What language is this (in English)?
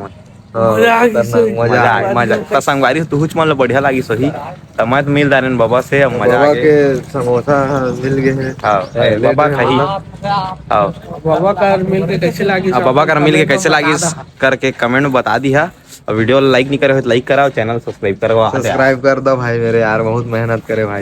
Chhattisgarhi